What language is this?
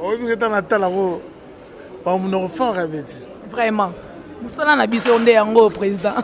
Lingala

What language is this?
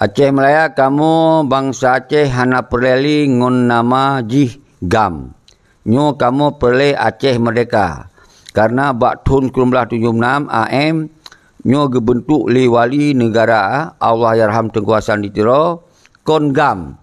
Achinese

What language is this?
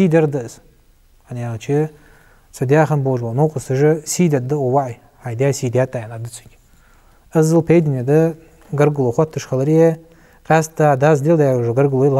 Ingush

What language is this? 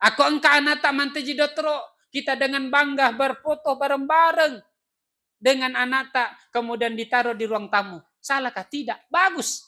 Buginese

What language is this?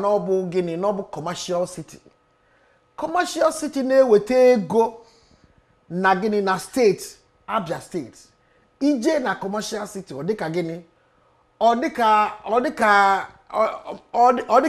Igbo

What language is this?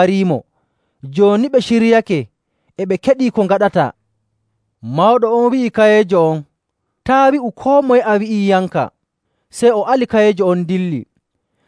Nigerian Fulfulde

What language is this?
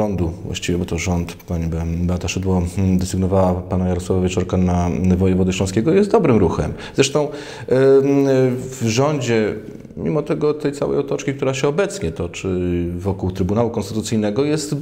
Polish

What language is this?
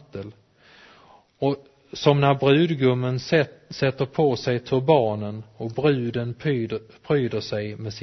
Swedish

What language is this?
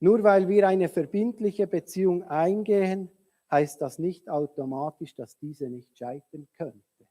Swiss German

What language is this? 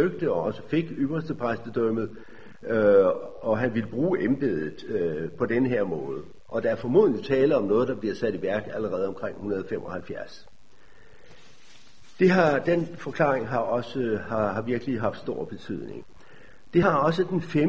Danish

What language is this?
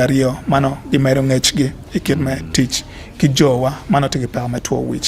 Acoli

